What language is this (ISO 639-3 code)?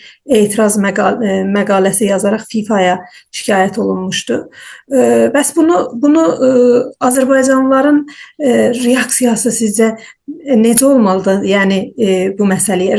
azb